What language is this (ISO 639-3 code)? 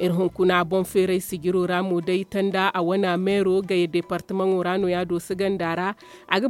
dje